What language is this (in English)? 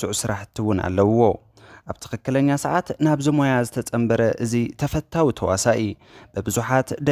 Tigrinya